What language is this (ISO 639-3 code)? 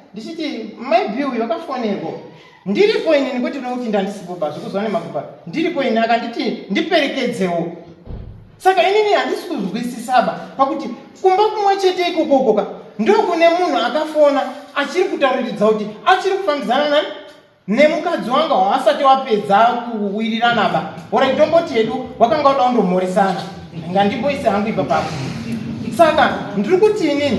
sna